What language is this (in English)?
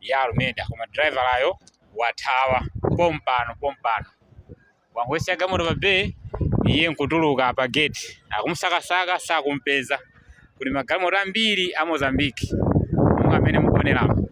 Nyanja